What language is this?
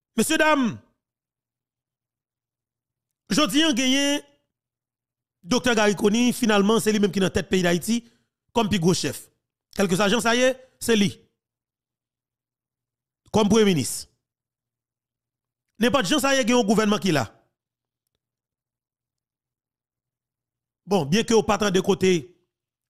Haitian Creole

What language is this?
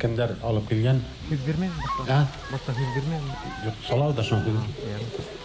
Bashkir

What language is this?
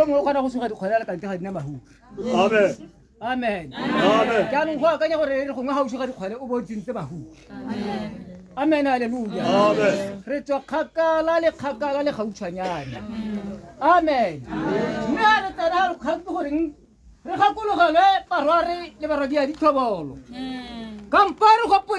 Tswana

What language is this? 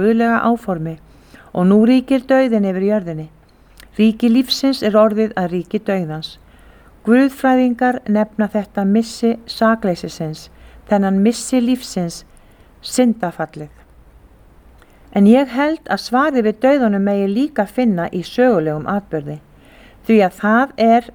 Icelandic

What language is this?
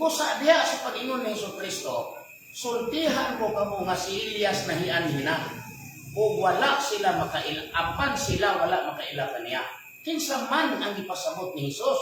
Cebuano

